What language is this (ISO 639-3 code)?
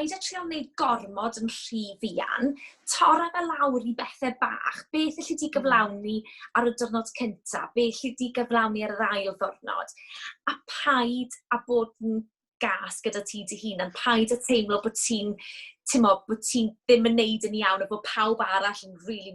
cym